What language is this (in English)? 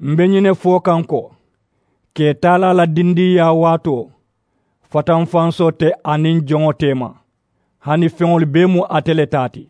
Mandingo